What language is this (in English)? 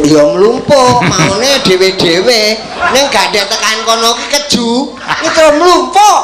Javanese